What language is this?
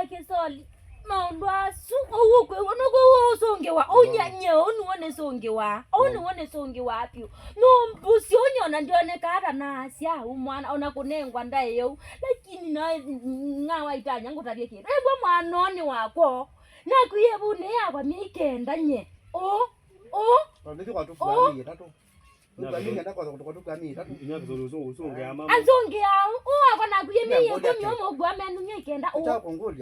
Kamba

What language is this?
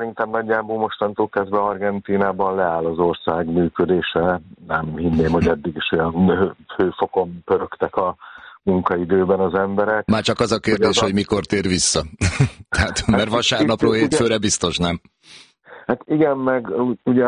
Hungarian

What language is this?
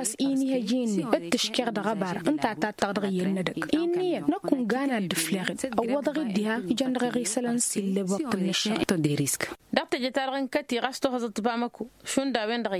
Tamasheq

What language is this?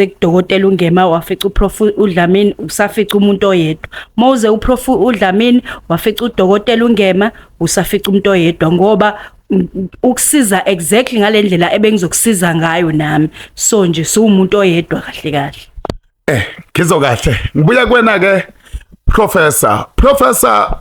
Zulu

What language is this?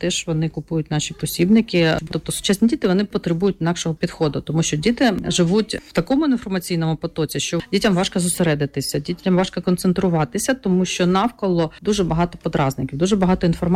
Ukrainian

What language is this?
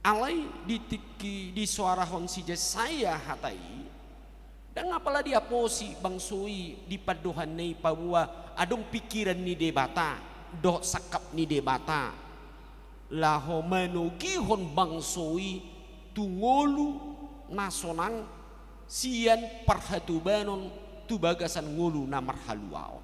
Batak Toba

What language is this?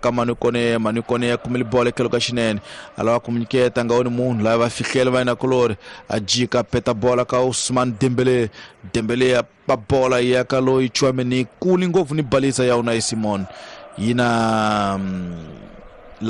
Tsonga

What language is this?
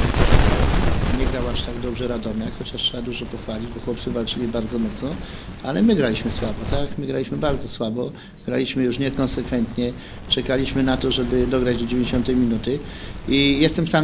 Polish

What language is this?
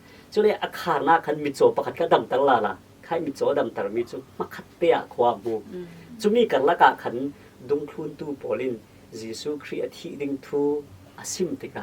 Falam Chin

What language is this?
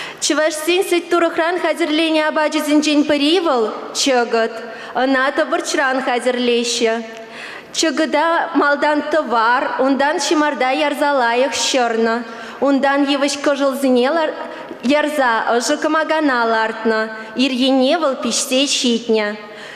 Chuvash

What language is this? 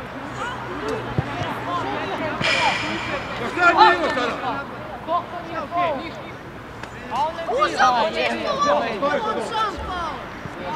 Croatian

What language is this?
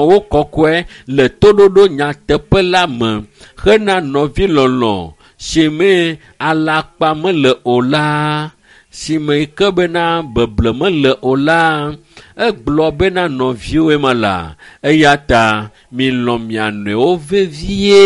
Ewe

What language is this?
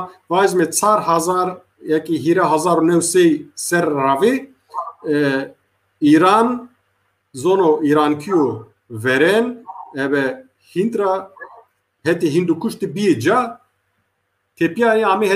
Zaza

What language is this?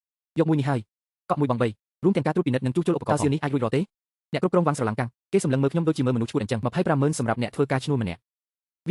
Khmer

